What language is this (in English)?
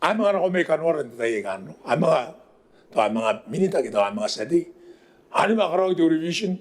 Gilbertese